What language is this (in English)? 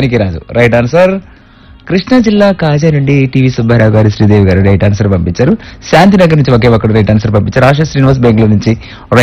Telugu